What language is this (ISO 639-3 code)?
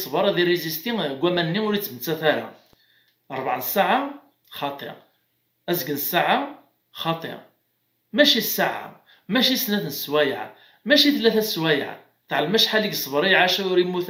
kab